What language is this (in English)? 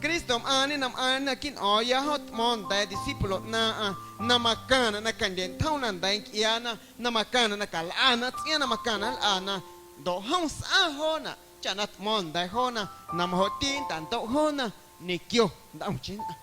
Guerrero Amuzgo